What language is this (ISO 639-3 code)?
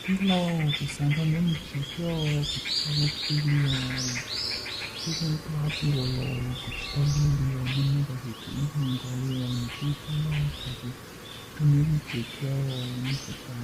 hmn